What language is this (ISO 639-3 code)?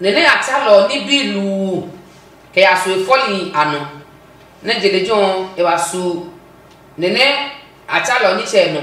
ada